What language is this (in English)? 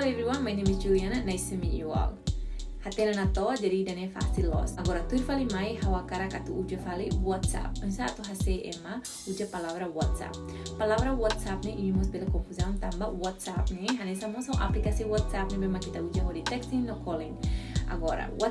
Tetum